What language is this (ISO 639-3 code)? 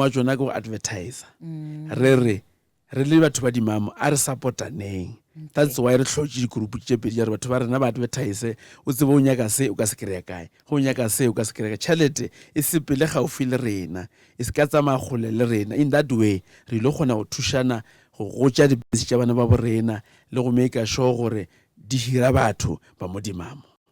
nso